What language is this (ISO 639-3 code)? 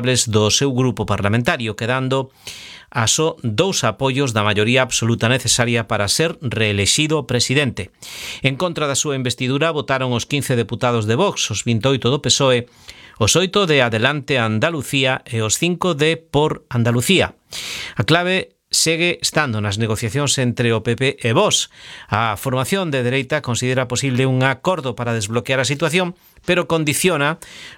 glg